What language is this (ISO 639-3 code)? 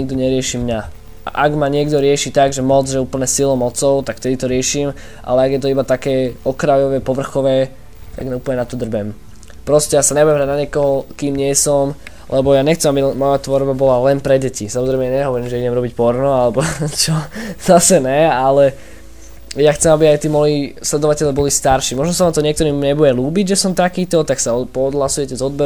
slk